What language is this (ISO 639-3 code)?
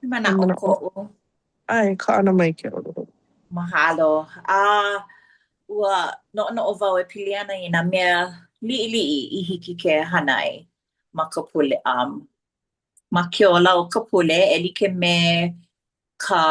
haw